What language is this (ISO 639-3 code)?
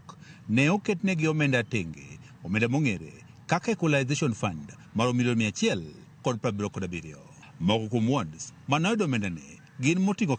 luo